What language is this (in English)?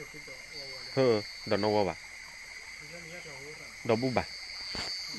S'gaw Karen